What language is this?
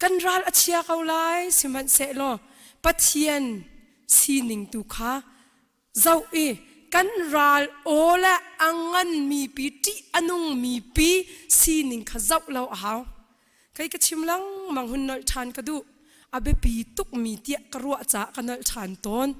Hakha Chin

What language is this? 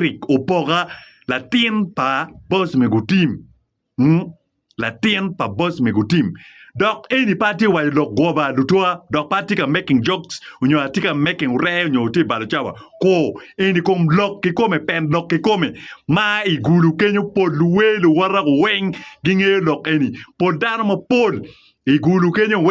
Acoli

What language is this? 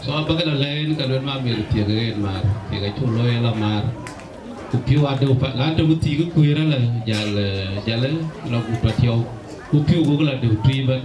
Dinka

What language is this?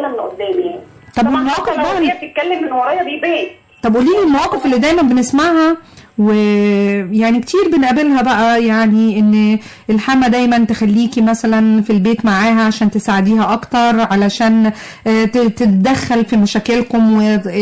Egyptian Arabic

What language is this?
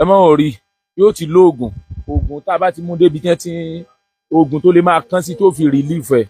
Yoruba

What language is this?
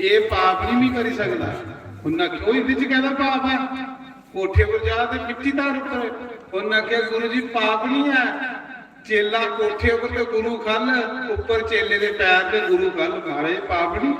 Dogri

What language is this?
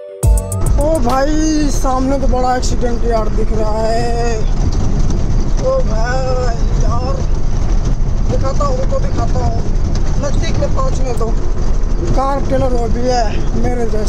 Hindi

